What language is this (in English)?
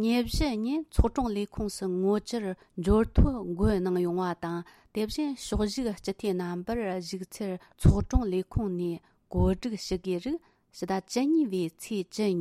Tibetan